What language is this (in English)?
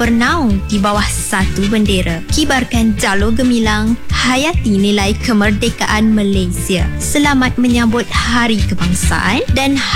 Malay